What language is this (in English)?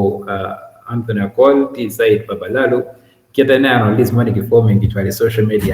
Acoli